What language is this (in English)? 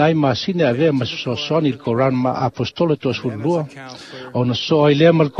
Samoan